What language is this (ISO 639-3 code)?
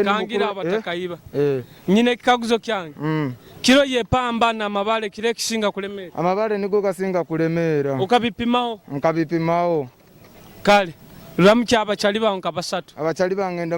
nyo